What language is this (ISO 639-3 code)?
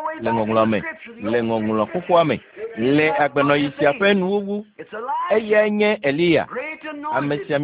ewe